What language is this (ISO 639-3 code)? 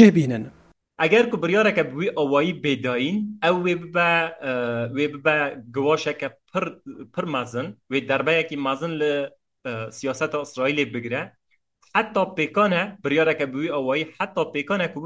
kur